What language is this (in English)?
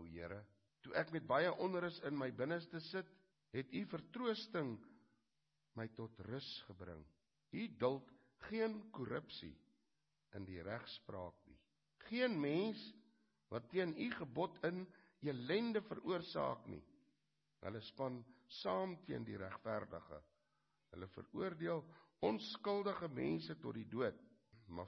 Afrikaans